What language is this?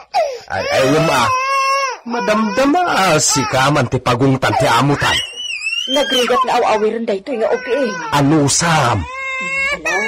Iloko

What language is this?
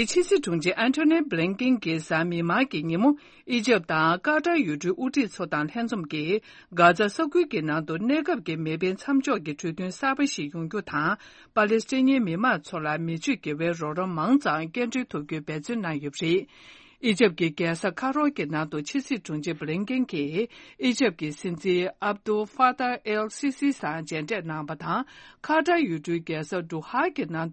Tibetan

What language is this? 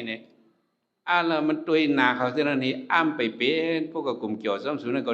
Shan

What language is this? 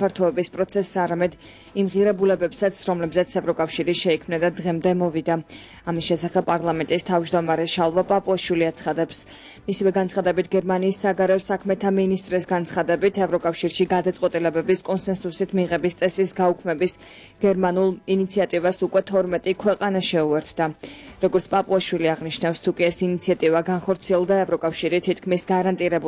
Georgian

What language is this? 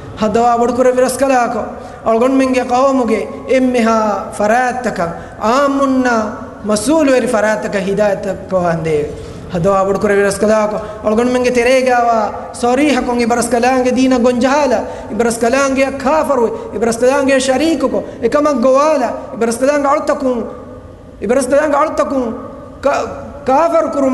Divehi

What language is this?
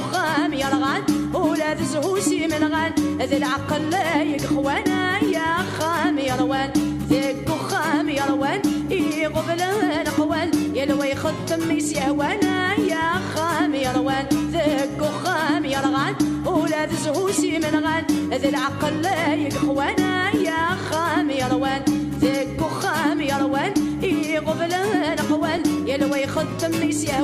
Kabyle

